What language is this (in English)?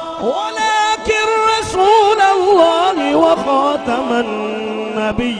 Saraiki